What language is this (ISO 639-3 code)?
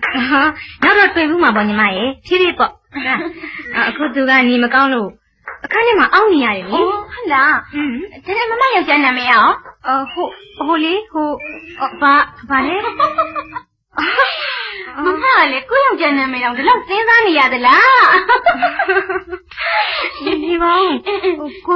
mya